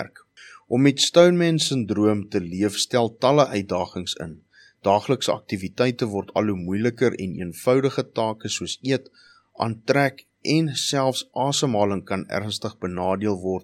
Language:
Afrikaans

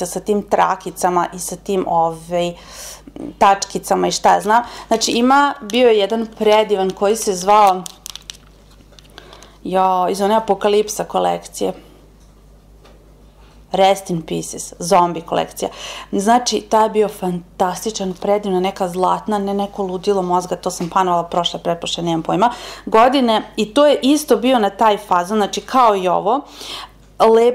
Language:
Serbian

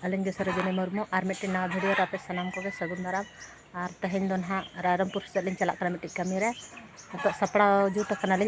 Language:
Santali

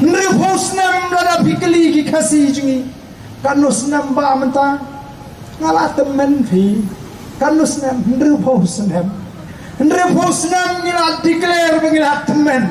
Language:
Khasi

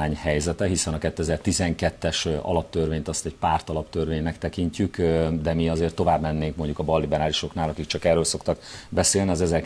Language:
Hungarian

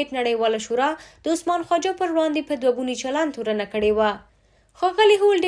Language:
Pashto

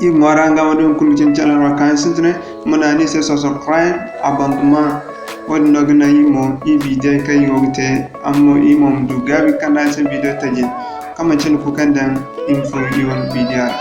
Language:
Zarma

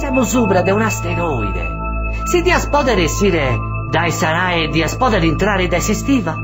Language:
Sardinian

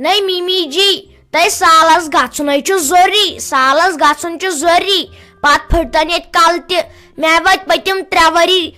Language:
Kashmiri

